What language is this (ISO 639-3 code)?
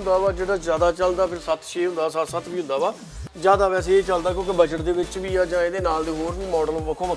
pan